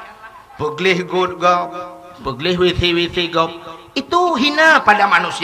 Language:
Achinese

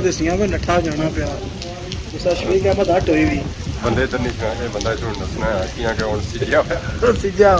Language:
Pahari-Potwari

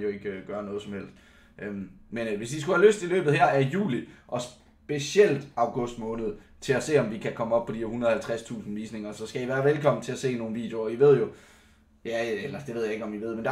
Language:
Danish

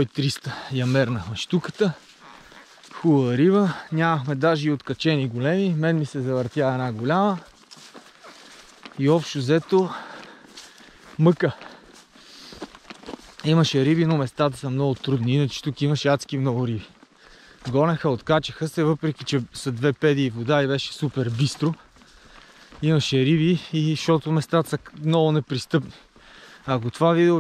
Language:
Bulgarian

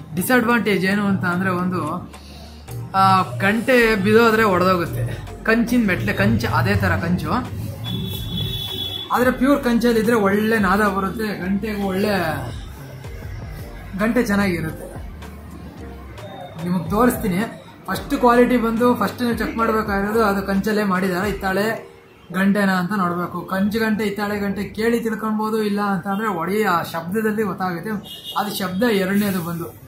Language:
Kannada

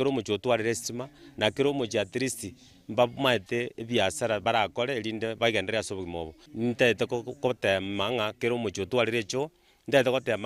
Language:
Gusii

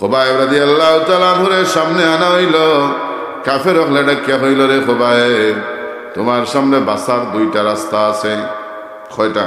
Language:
Sylheti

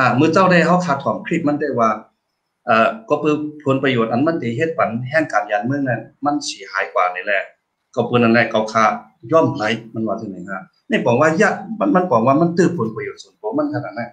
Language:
Shan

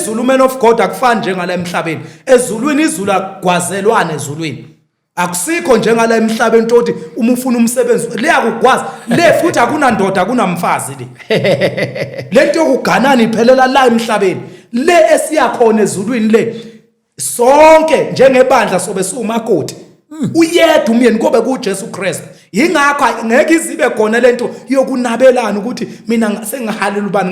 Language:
Zulu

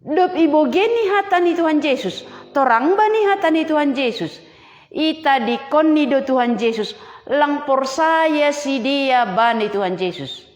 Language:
Batak Simalungun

